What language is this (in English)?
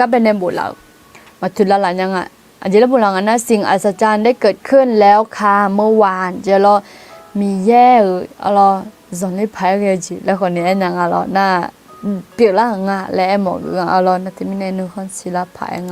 Akha